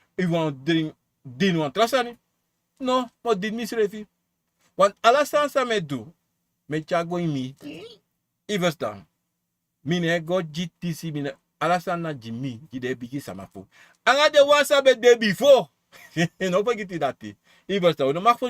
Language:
Sranan Tongo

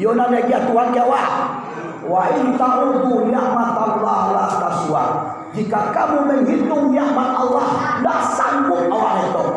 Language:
Minangkabau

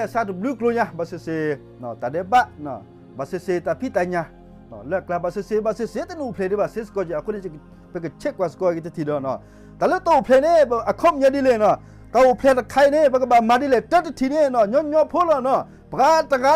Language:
S'gaw Karen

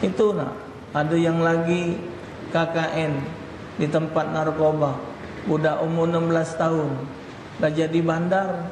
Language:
Musi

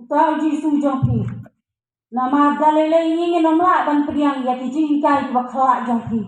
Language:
Khasi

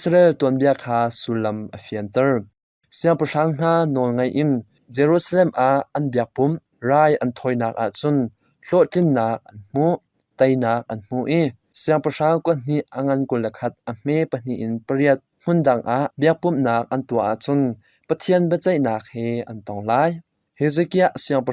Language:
Hakha Chin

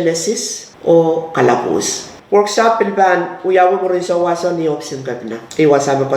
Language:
Pohnpeian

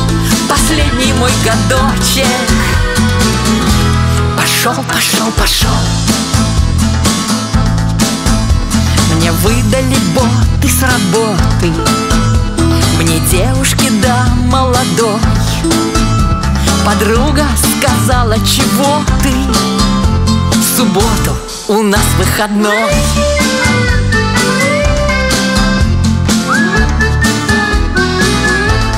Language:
Russian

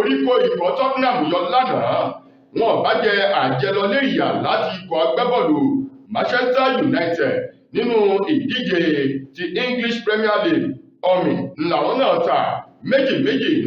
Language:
Yoruba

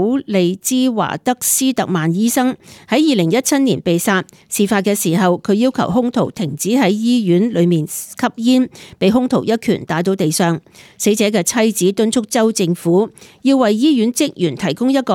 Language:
Cantonese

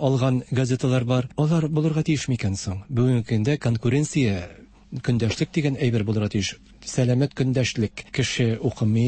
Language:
Tatar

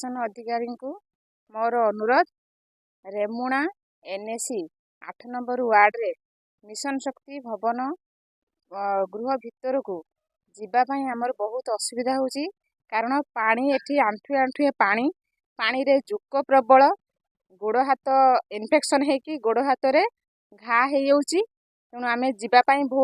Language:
Odia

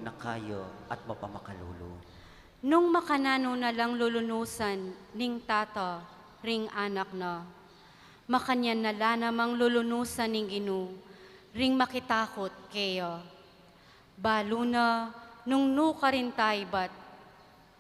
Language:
Pampanga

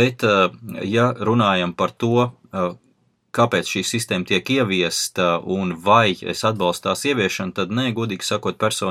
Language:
Latvian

